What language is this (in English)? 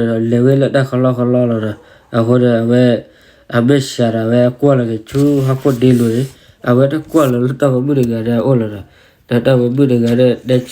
S'gaw Karen